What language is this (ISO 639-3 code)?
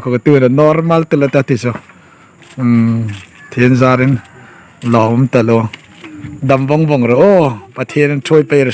hmr